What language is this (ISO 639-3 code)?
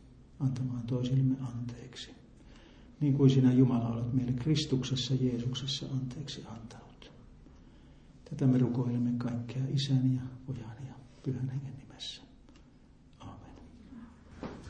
fin